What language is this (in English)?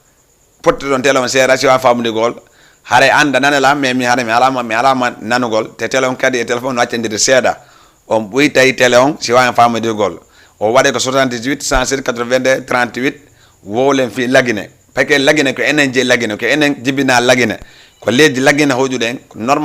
Fula